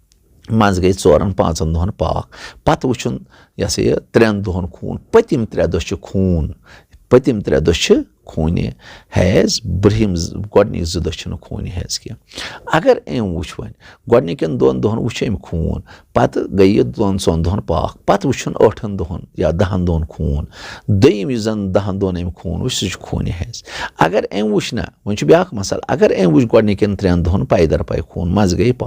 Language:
Kashmiri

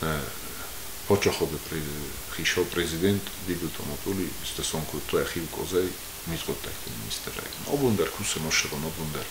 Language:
Ossetic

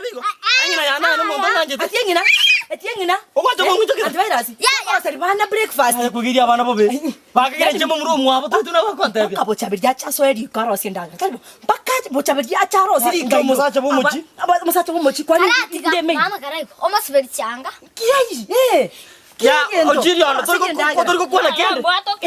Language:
Gusii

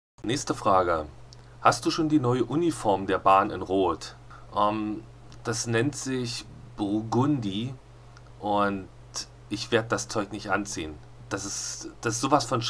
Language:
German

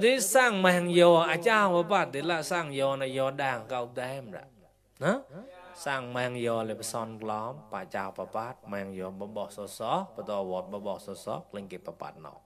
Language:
Mon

